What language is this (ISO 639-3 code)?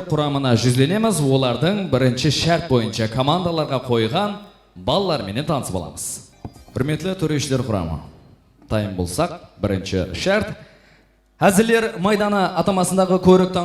kaa